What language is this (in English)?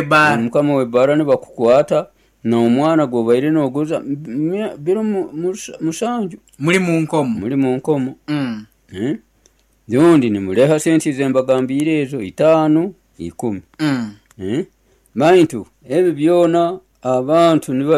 Nyoro